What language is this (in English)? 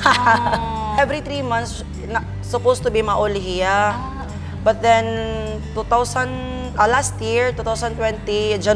Waray